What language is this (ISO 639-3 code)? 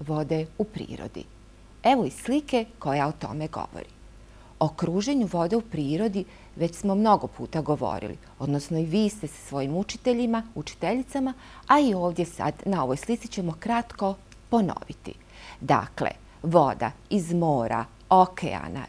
bos